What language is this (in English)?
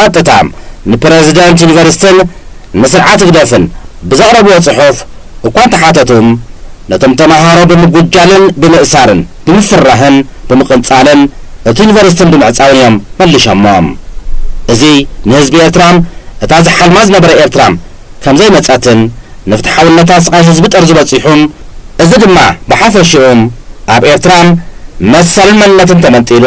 Tigrinya